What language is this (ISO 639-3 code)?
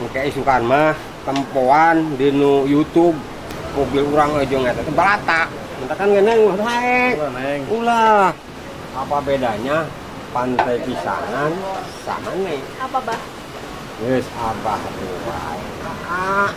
sun